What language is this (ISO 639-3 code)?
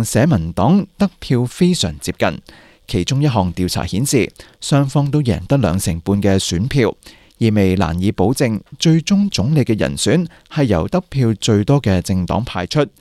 yue